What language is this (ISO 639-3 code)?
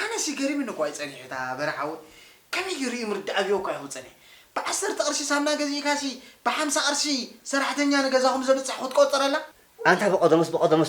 tir